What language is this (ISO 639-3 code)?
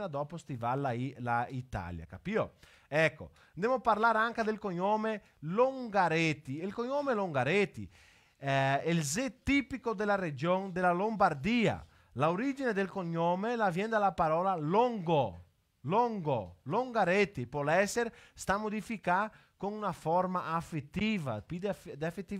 vec